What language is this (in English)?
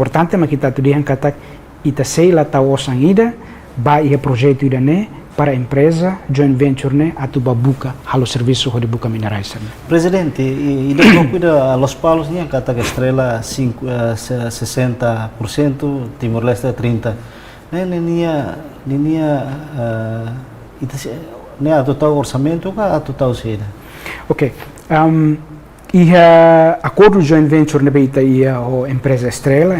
Tetum